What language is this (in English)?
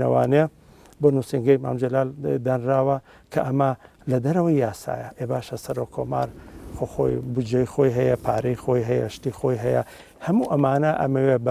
Central Kurdish